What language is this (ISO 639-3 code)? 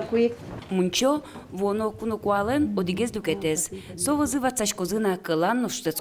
udm